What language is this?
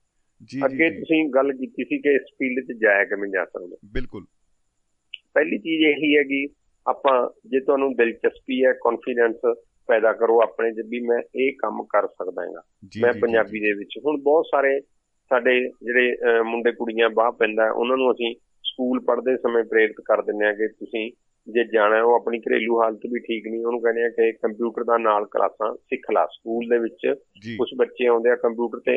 Punjabi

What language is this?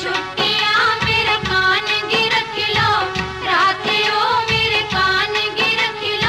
Dogri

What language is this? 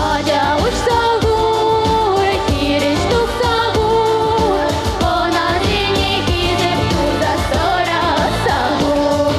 Chuvash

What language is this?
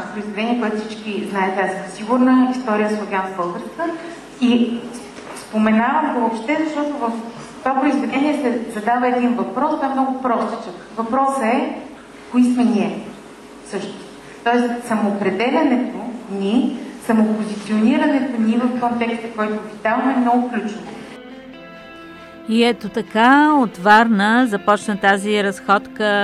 Bulgarian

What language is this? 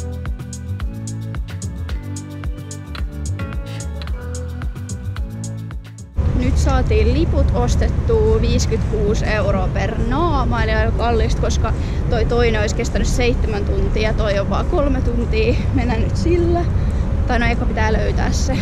Finnish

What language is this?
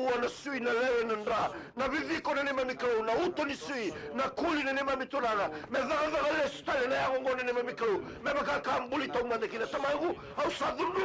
Fijian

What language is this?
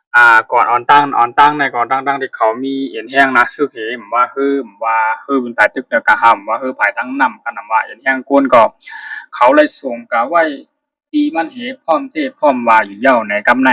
Shan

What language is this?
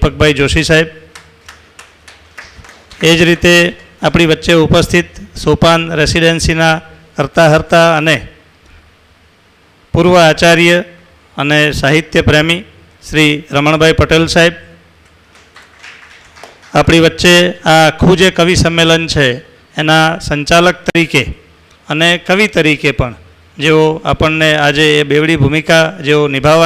Gujarati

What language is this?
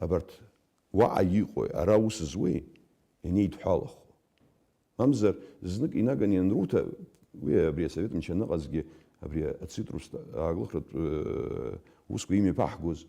Abkhazian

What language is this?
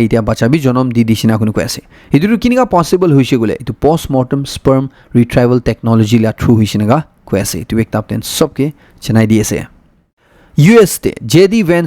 Naga Pidgin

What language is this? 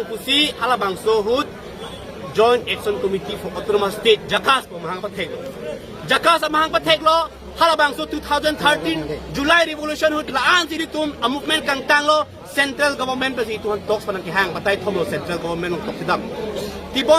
Karbi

